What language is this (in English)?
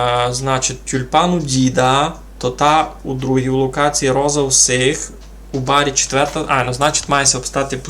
Rusyn